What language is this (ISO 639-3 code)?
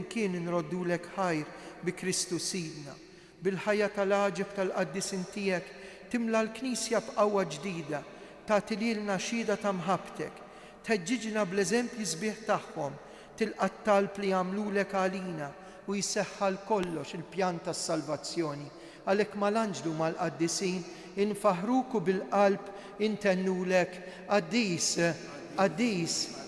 mlt